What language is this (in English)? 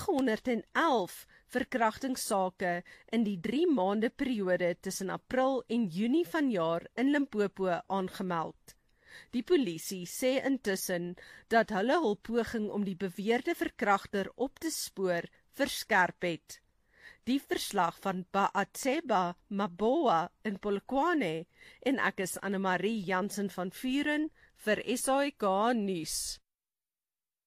Afrikaans